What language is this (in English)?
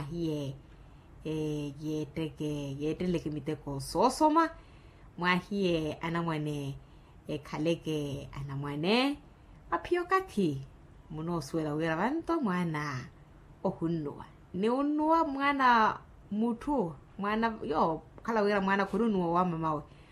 Makhuwa